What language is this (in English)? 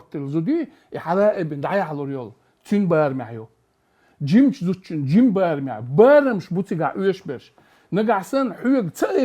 Chechen